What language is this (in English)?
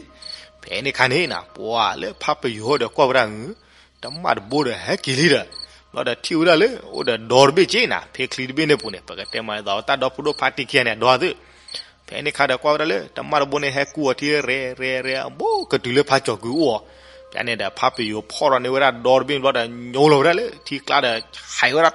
S'gaw Karen